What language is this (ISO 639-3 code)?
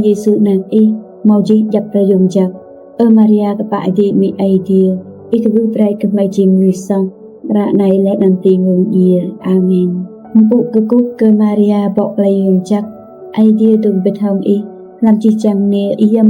rad